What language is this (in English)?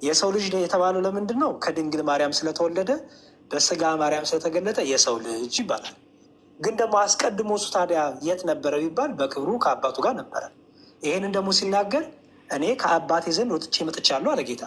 Amharic